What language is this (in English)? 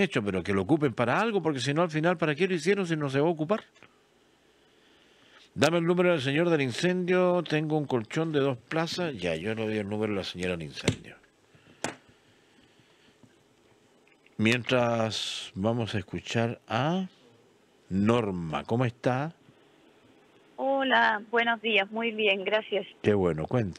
Spanish